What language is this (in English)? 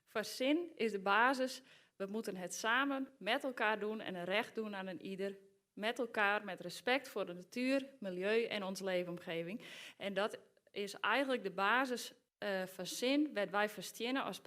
Western Frisian